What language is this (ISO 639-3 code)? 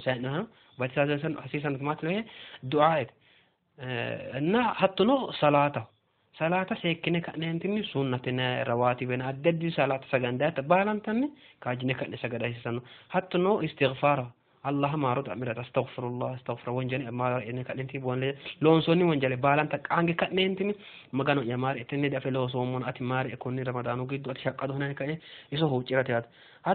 sid